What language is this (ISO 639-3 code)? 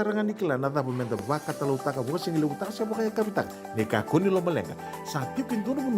fij